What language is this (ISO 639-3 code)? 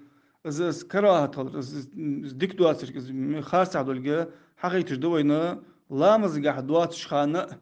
inh